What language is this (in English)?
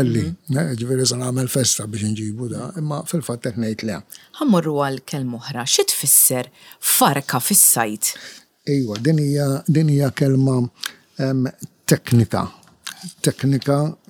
Maltese